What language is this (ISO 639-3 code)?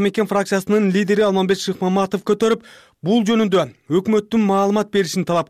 kir